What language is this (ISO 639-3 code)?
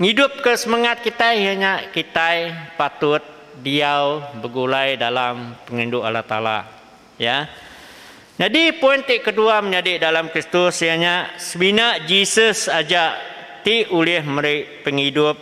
iba